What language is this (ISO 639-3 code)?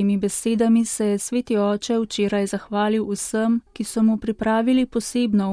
slv